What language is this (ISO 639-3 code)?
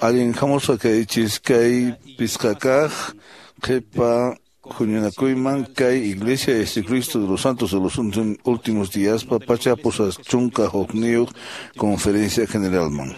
que